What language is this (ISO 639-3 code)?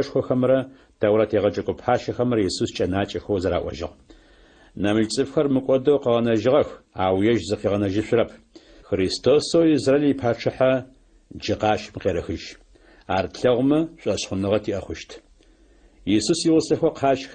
ady